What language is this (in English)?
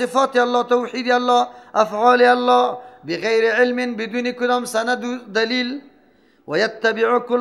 Persian